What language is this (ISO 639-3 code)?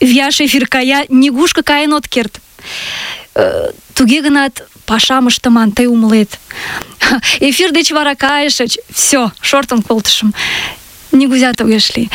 chm